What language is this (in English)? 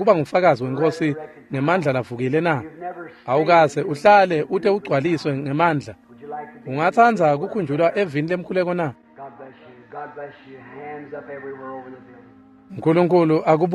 Swati